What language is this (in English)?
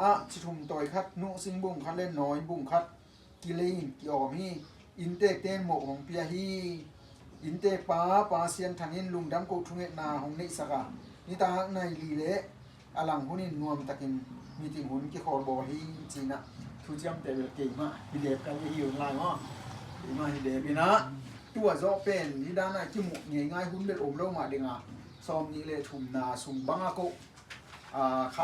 Tedim Chin